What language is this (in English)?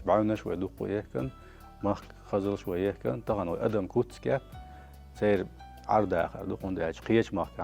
Chechen